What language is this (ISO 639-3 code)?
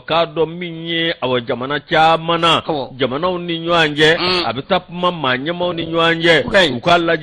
bam